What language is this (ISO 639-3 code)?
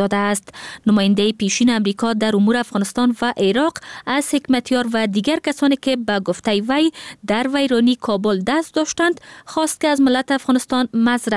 fas